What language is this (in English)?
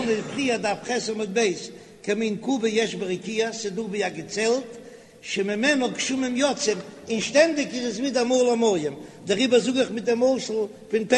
Yiddish